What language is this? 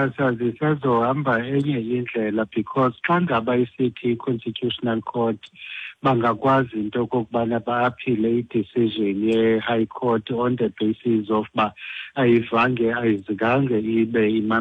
Xhosa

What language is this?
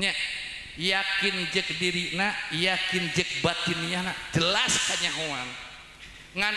Sundanese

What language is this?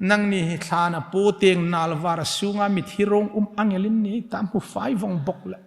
Hmar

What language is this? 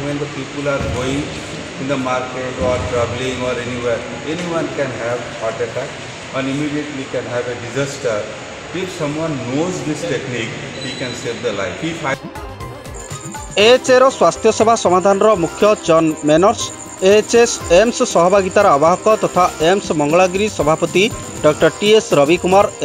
Odia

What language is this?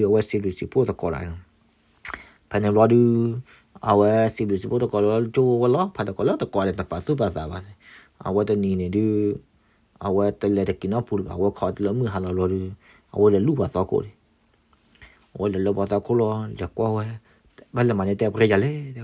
S'gaw Karen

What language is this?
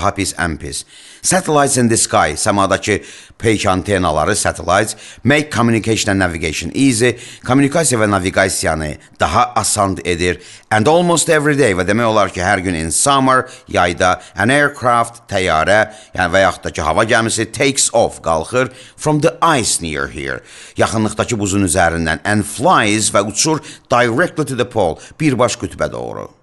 Azerbaijani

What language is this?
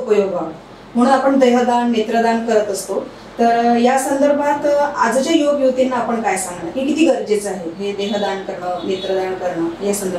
Marathi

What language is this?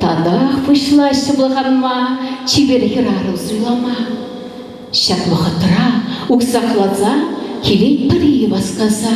Chuvash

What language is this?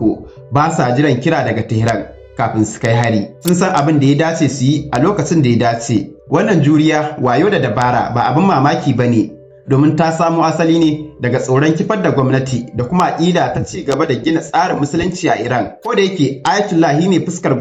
Hausa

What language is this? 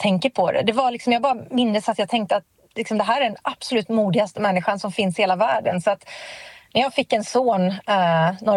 Swedish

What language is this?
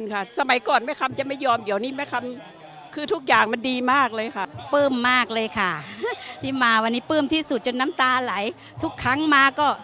Thai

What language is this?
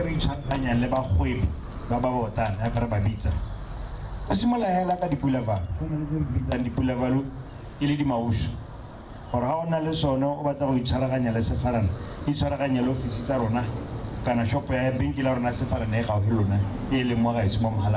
Tswana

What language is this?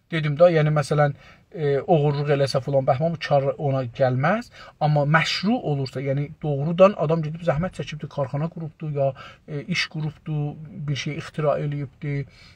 South Azerbaijani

